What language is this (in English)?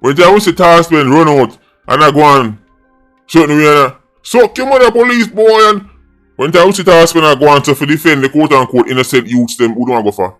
Jamaican Creole English